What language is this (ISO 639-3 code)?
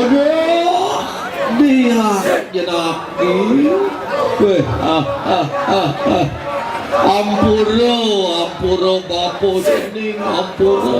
ban